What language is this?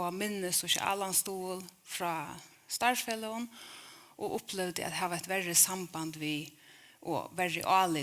Faroese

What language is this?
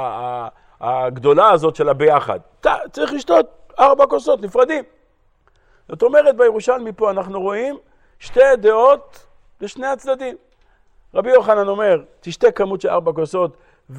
Hebrew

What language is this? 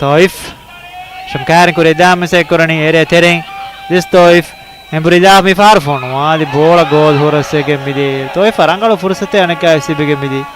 Divehi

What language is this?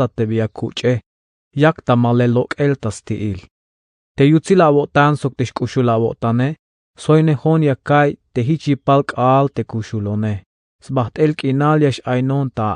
Tzeltal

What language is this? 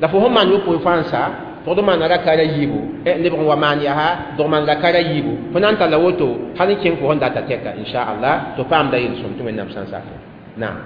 Mossi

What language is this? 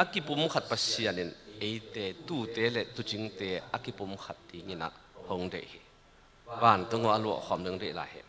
Tedim Chin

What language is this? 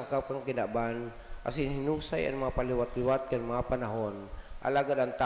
Bikol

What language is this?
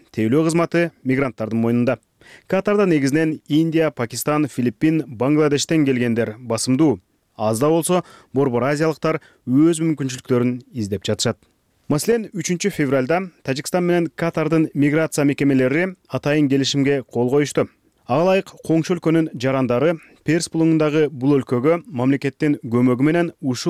Kyrgyz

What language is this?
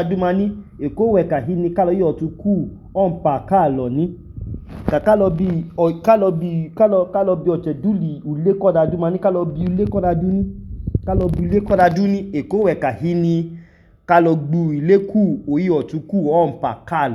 Idoma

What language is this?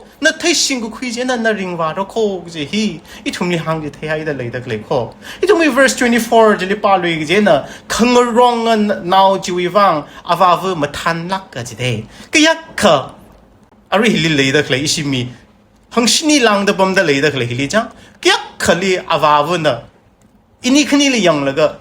Tangkhul Naga (India)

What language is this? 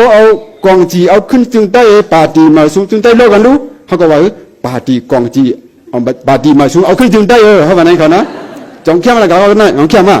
Shan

